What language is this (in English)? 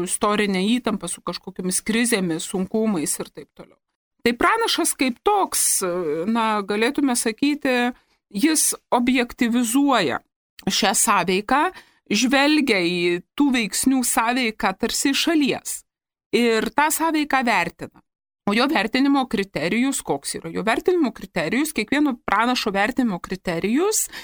Lithuanian